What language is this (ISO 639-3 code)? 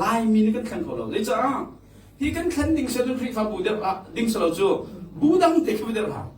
cnh